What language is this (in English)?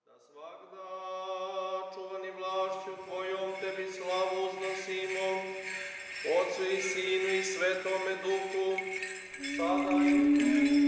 Serbian